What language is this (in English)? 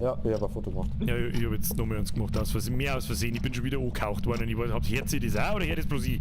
Bavarian